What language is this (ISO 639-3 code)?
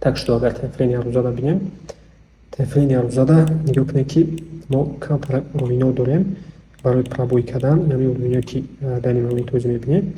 tgk